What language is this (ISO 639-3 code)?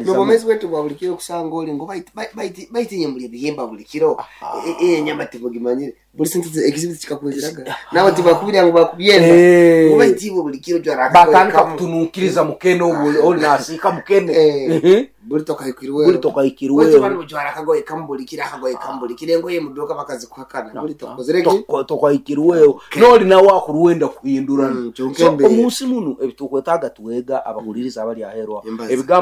nyo